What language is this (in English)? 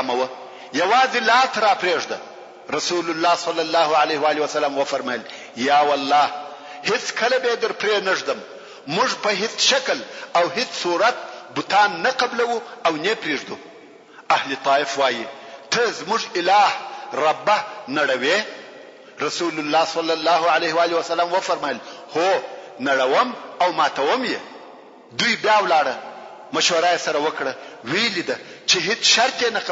Pashto